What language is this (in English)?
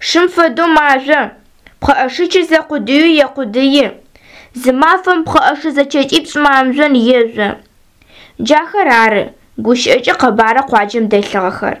Adyghe